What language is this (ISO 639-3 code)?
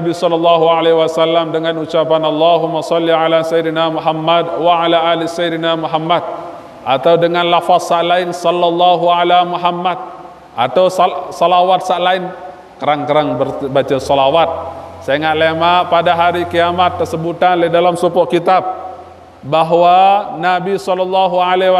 sas